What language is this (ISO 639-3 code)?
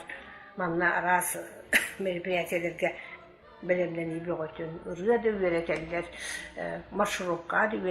sah